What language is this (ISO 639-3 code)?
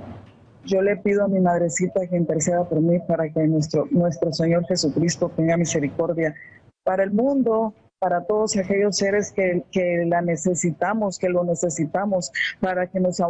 spa